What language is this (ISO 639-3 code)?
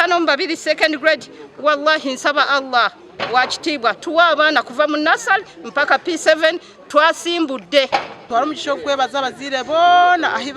nyn